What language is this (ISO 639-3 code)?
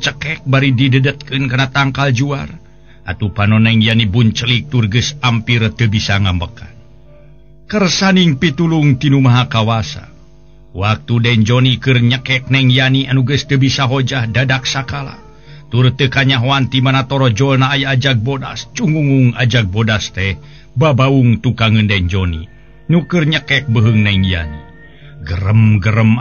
sun